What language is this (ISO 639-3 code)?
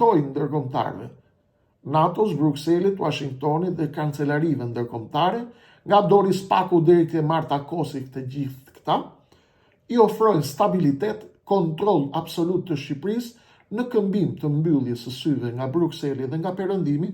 sqi